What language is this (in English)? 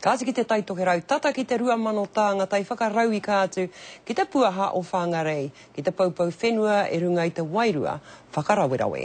Māori